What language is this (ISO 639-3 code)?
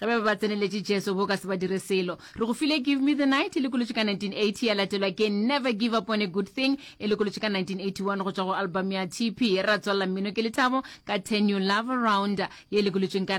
nso